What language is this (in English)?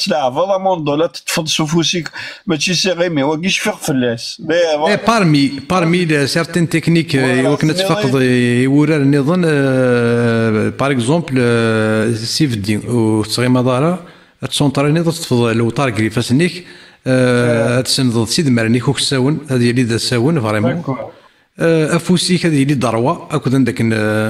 Kabyle